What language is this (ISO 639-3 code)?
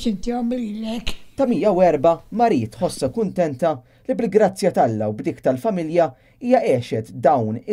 mlt